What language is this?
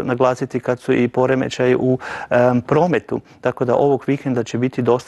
Croatian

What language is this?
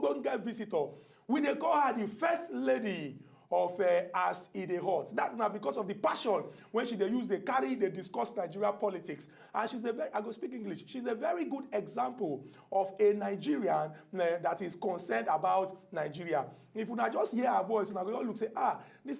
Nigerian Pidgin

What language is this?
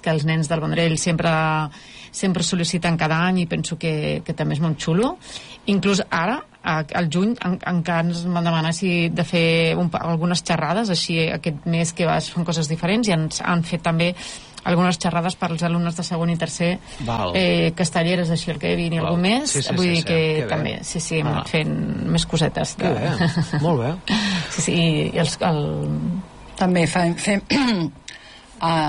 Catalan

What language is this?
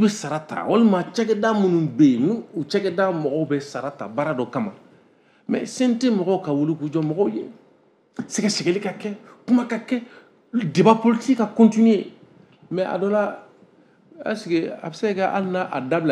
Bambara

